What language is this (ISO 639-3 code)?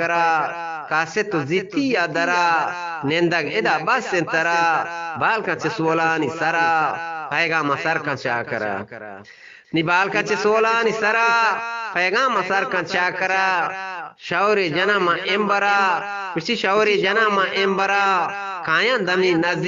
bgp